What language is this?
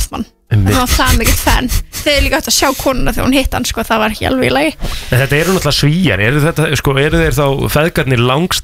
Icelandic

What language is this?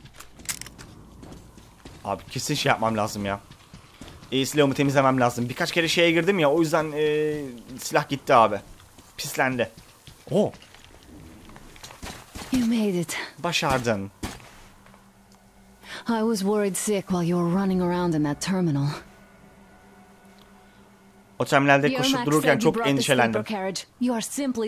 Turkish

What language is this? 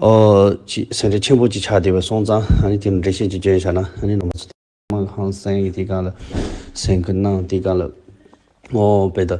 Tibetan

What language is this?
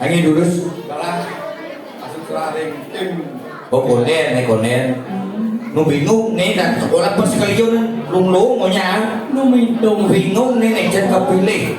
Balinese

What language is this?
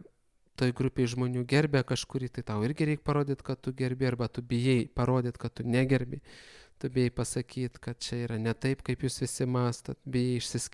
Lithuanian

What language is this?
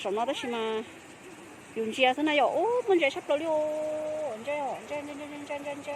Hmong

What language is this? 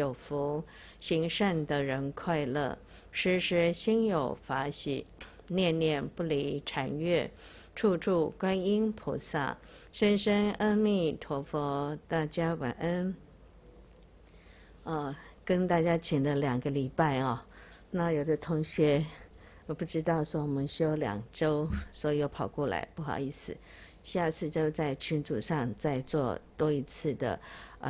Chinese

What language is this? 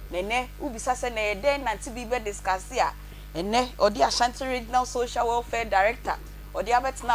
Akan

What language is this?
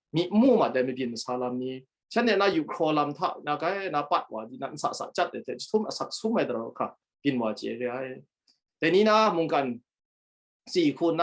Kachin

